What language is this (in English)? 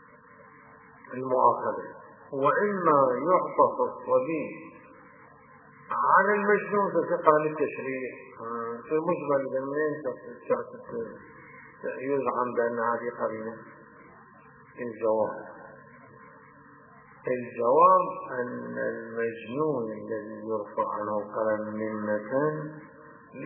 Arabic